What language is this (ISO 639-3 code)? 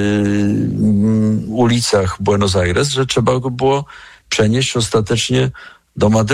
pol